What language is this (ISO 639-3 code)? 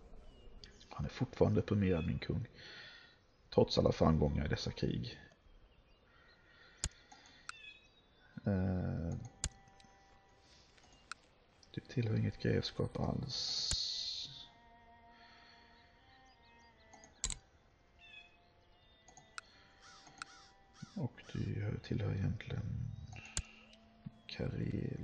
swe